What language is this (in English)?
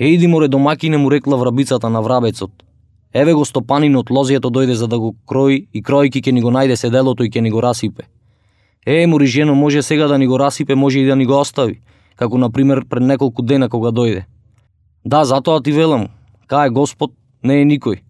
Macedonian